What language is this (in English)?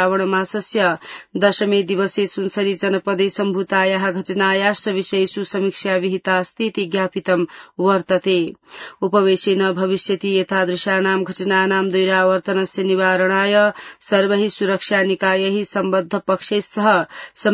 Sanskrit